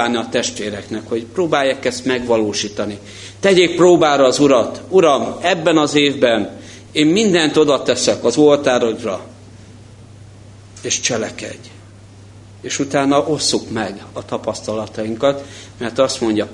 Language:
Hungarian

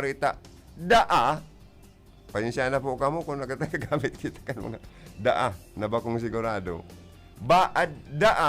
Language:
Bikol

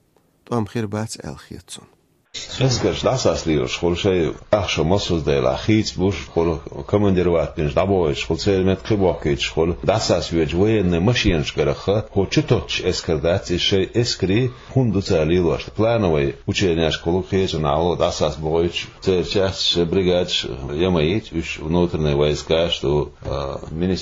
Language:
Chechen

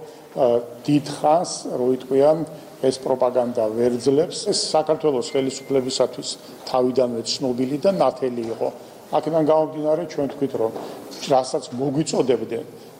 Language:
Georgian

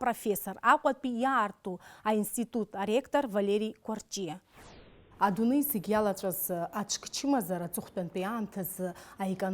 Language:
Abkhazian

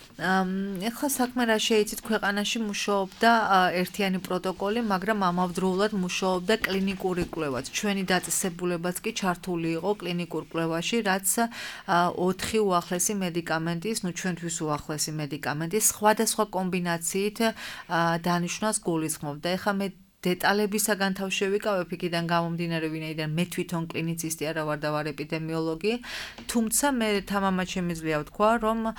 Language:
Georgian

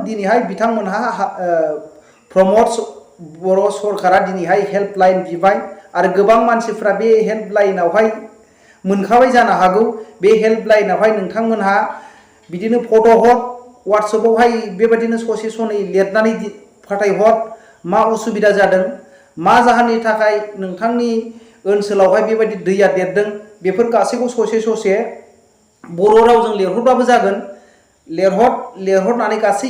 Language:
Bodo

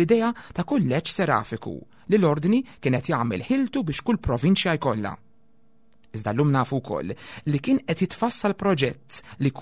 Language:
Maltese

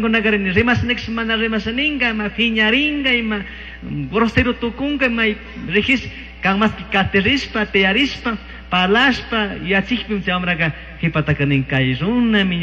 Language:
Chimborazo Highland Quichua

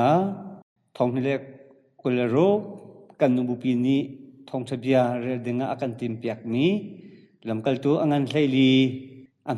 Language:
Hakha Chin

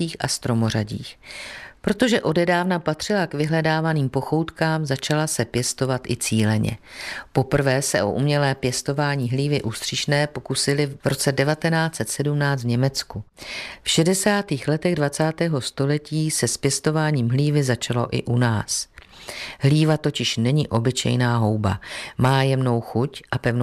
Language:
Czech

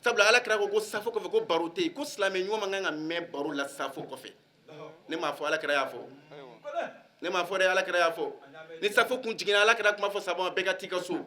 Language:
Bambara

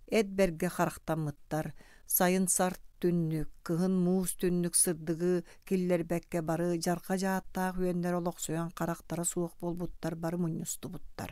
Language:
Yakut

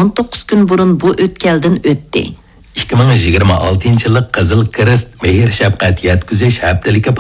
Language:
Uyghur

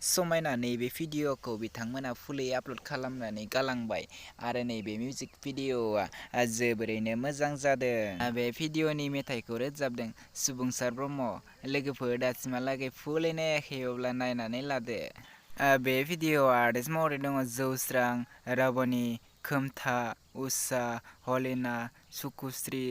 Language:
Bodo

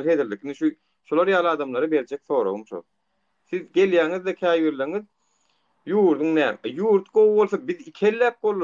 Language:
Turkmen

